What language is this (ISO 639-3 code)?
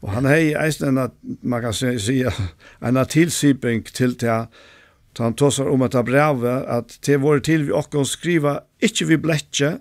fao